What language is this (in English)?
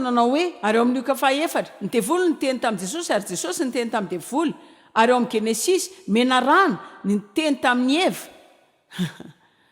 Malagasy